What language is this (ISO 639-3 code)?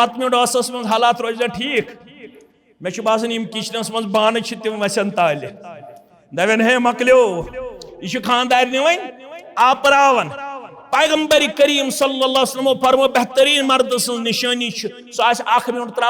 kas